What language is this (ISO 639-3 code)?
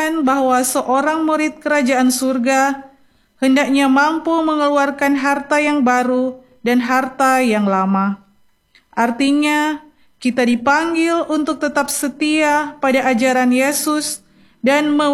ind